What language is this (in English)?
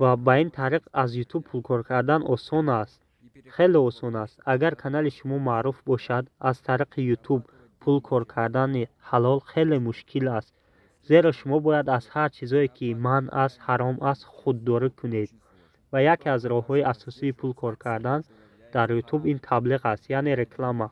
Tajik